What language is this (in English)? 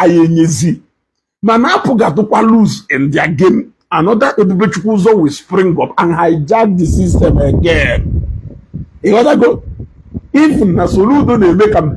Igbo